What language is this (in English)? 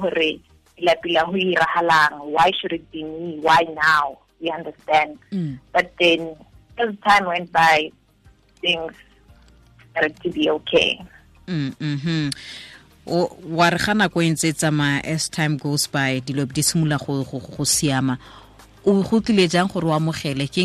Tswana